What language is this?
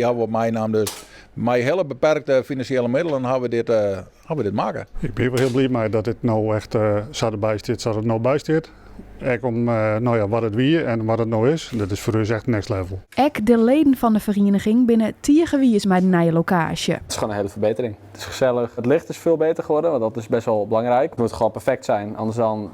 Western Frisian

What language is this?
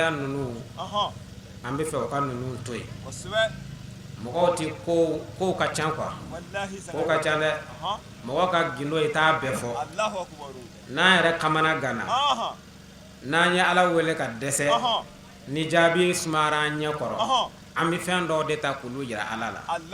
Bambara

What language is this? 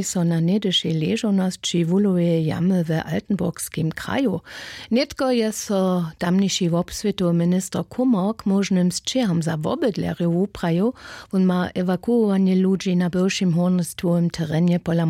Upper Sorbian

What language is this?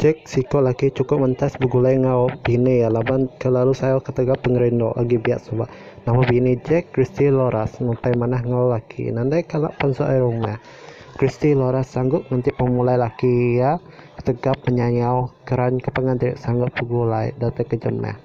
Iban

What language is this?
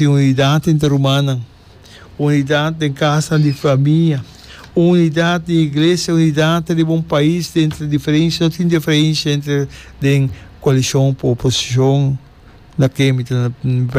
Papiamento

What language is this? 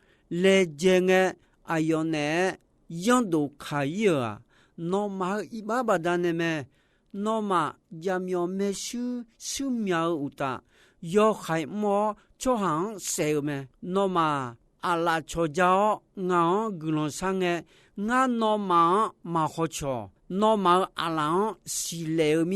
Akha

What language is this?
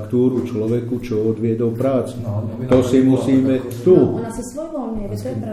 Slovak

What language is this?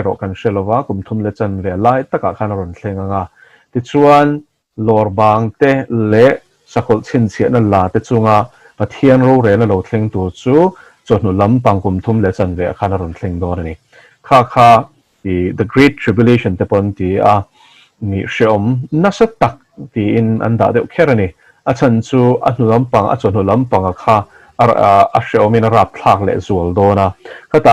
Mizo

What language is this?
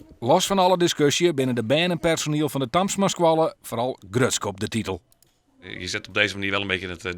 Western Frisian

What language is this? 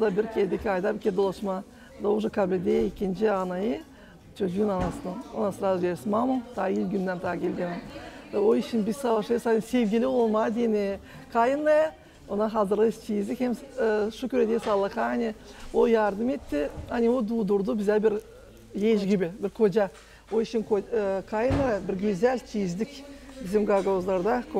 Gagauz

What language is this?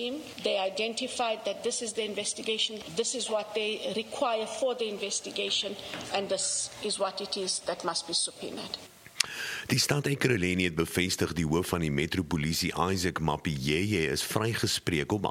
Afrikaans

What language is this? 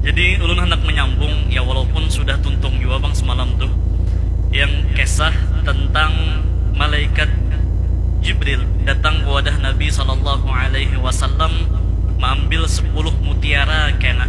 Banjar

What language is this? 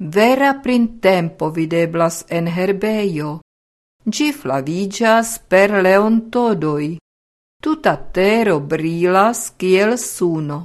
Esperanto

